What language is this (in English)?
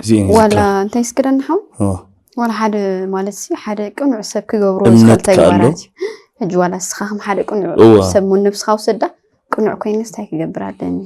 Tigrinya